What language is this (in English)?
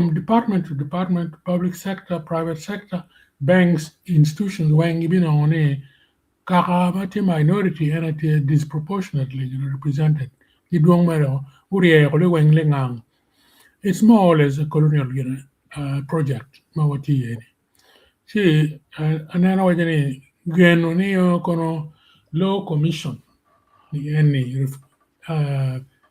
Acoli